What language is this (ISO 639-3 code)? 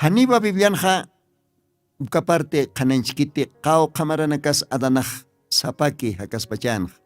aym